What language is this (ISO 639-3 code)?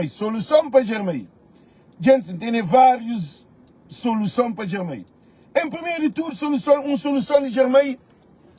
kea